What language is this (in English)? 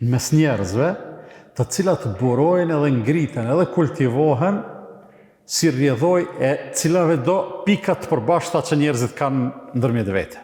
Albanian